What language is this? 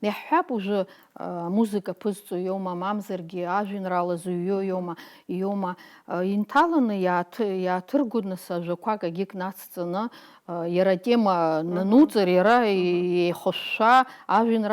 Abkhazian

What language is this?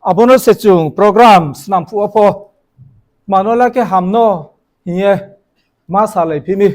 Riang (India)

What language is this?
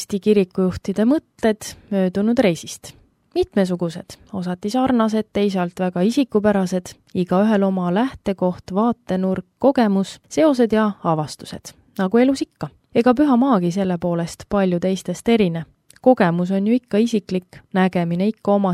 Estonian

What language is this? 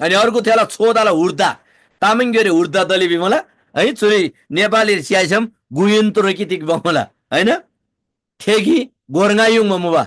Eastern Tamang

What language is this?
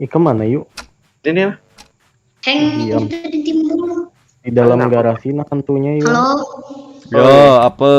Banjar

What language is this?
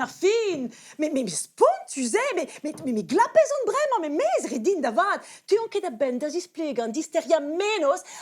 Breton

